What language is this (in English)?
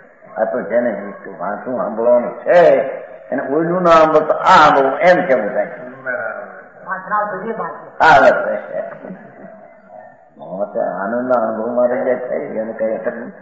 Gujarati